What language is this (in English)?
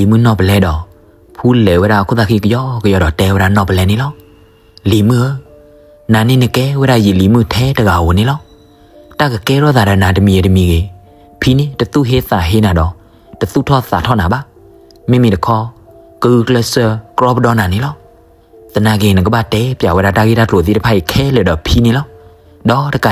S'gaw Karen